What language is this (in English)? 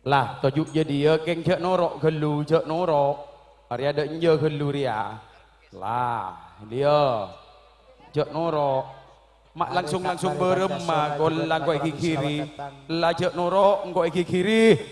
Madurese